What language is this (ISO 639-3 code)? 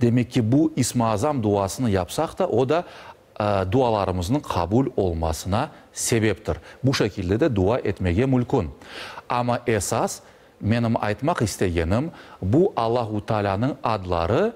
crh